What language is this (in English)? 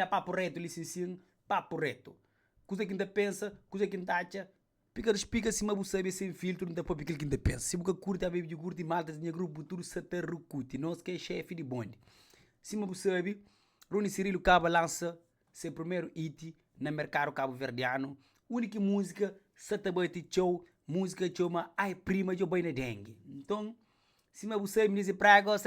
Kabuverdianu